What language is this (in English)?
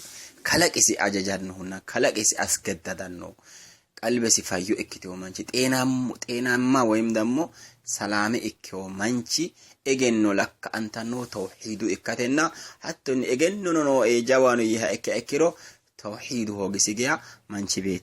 Sidamo